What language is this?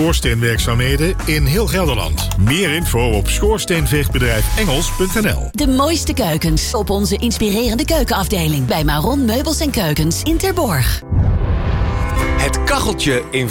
Dutch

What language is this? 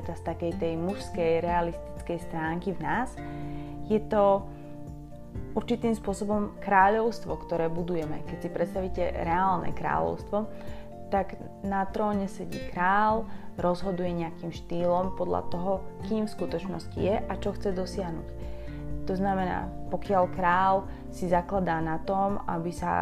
Slovak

